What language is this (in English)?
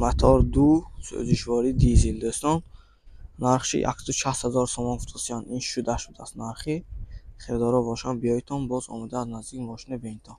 Tajik